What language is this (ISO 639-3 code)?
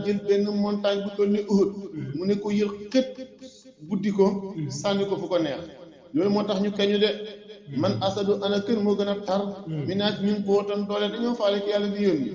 wol